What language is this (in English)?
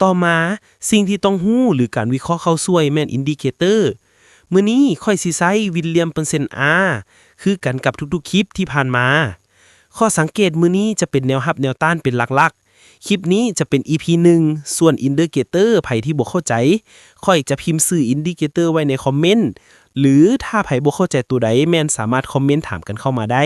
Lao